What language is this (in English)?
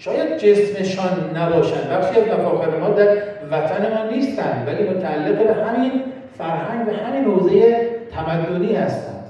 Tajik